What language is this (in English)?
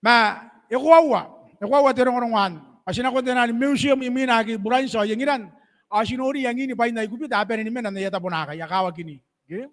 Gilbertese